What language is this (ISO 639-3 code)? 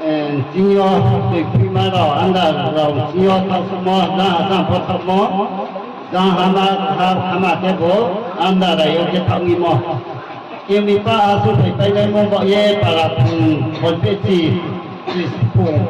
ria